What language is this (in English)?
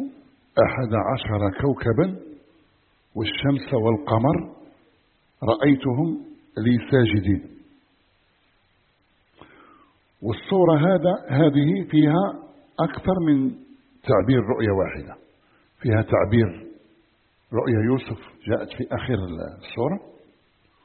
Arabic